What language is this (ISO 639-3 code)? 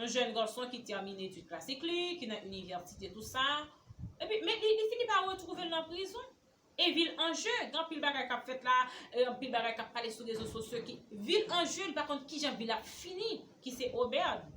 hat